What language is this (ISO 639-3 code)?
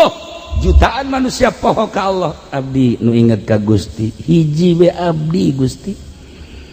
sun